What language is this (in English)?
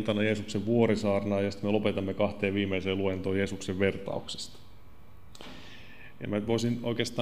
Finnish